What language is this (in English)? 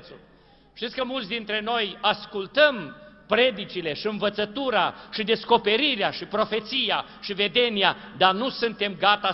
Romanian